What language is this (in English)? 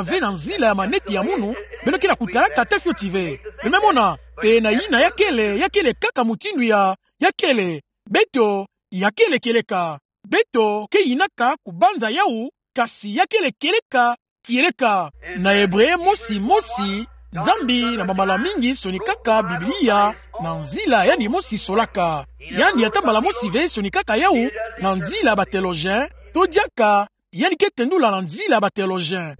Kituba (Democratic Republic of Congo)